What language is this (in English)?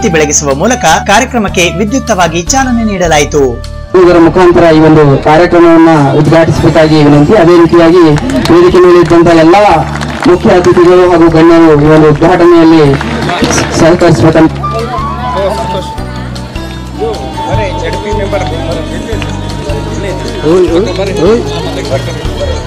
Kannada